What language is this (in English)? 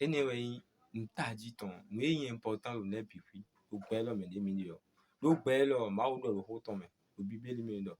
Fon